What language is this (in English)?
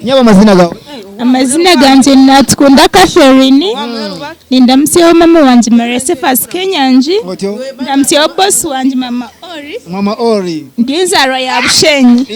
Nyankole